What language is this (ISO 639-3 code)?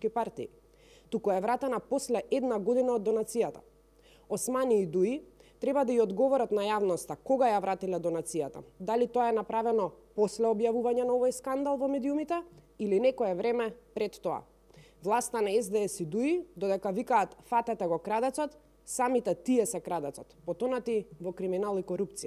mkd